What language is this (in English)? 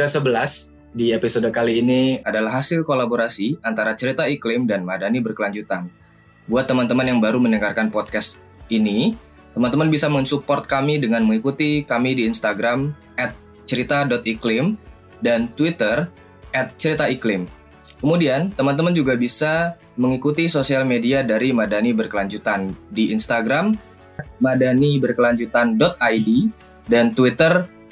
Indonesian